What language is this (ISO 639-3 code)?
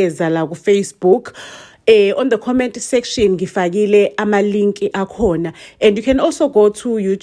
zul